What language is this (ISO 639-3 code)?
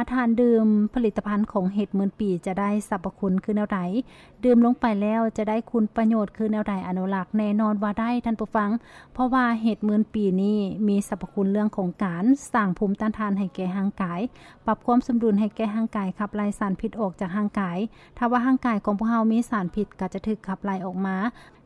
lao